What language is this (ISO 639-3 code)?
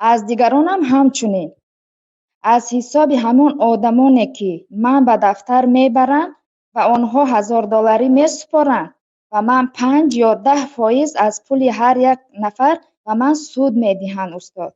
tgk